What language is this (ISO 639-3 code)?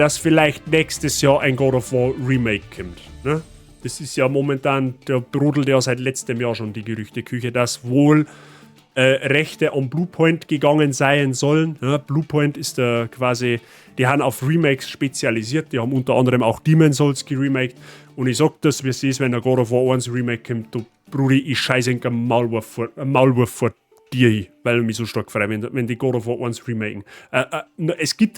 bar